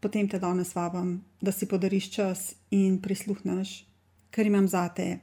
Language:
Slovenian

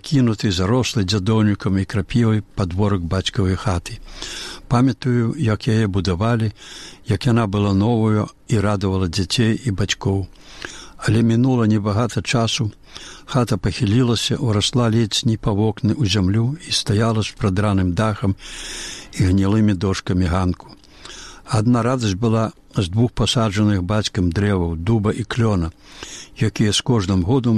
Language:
Belarusian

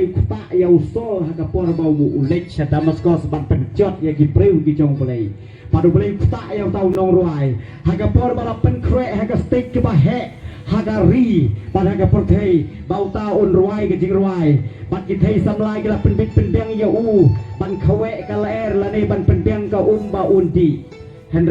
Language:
Khasi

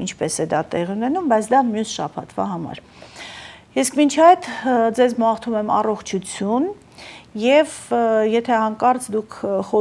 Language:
Armenian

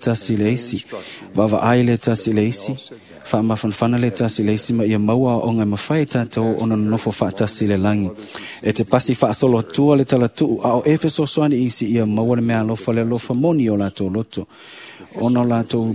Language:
Samoan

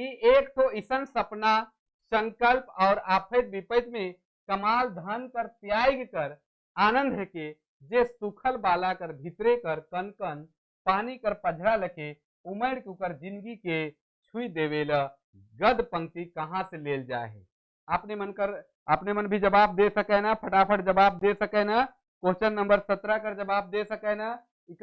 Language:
Sadri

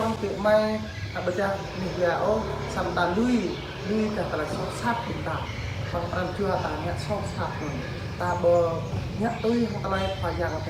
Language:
Jarai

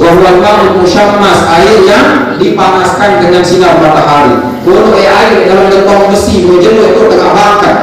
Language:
Sasak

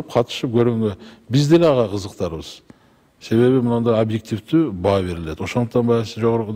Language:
Kyrgyz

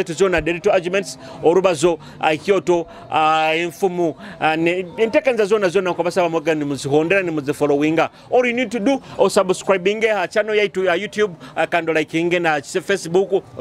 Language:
Nyoro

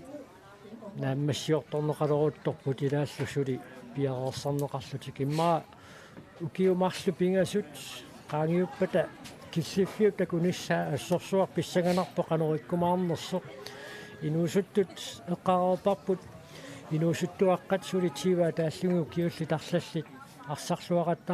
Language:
Kalaallisut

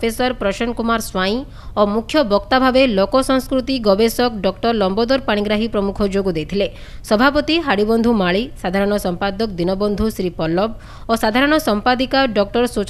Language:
Odia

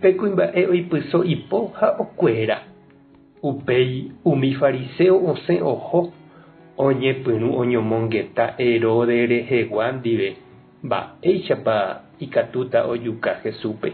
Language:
Guarani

